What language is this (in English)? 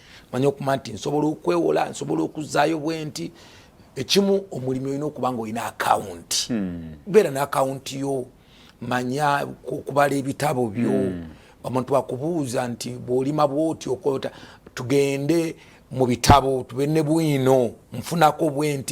Ganda